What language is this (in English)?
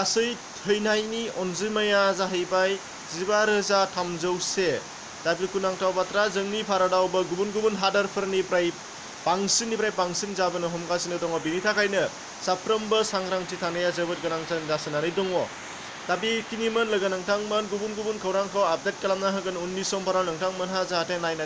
Bodo